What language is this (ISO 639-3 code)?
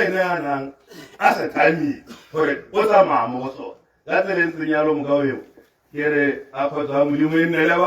tsn